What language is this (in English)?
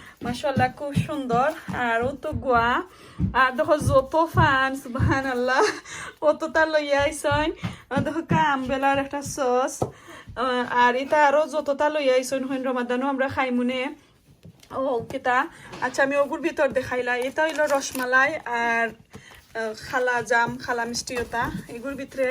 Sylheti